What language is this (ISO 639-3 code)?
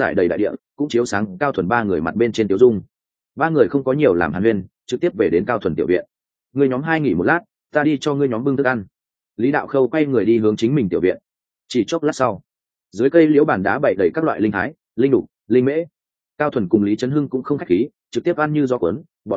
vie